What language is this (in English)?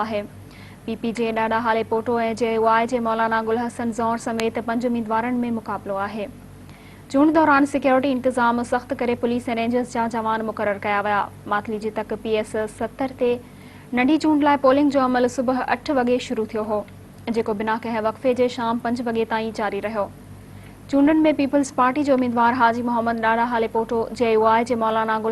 Sindhi